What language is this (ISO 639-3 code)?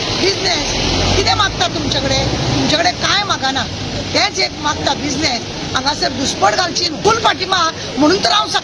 kok